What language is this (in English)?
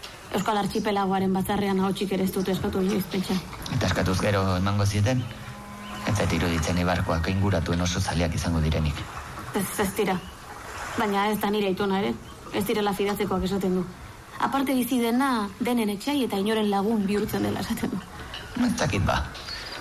Basque